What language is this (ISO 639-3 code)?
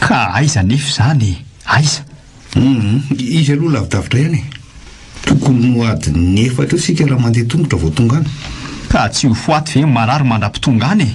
mlg